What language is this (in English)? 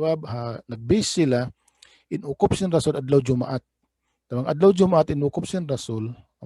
Tausug